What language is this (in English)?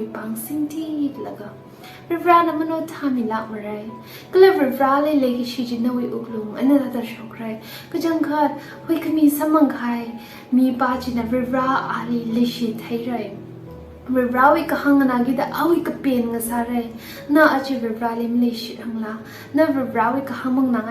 Tangkhul Naga (India)